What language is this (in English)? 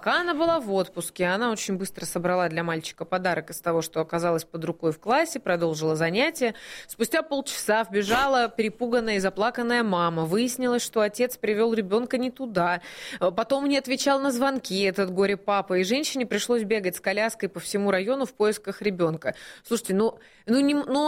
Russian